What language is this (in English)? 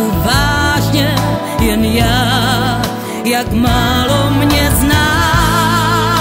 Czech